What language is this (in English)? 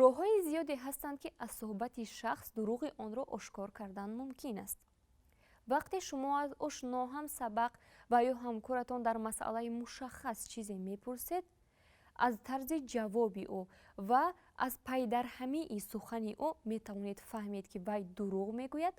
Tajik